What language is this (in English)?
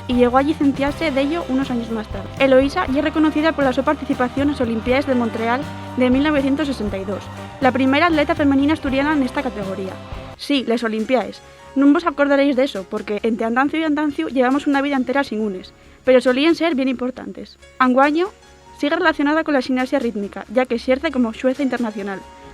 Asturian